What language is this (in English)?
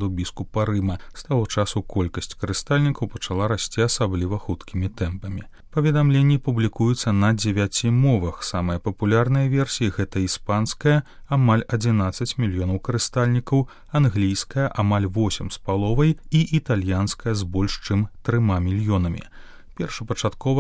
Belarusian